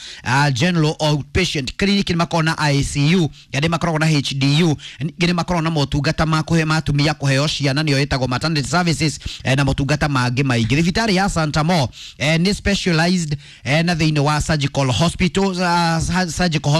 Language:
Kikuyu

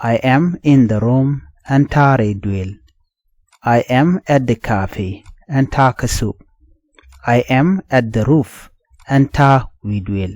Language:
Nuer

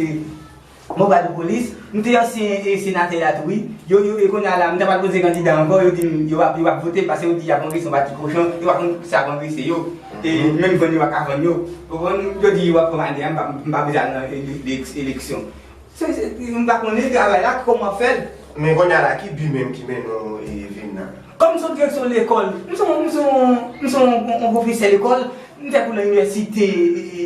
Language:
Haitian Creole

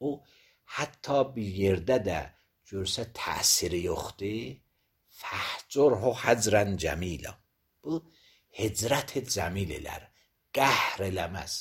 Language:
Azerbaijani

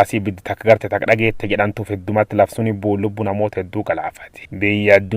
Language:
Oromo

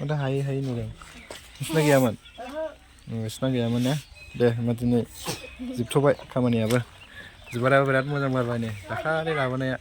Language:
Bodo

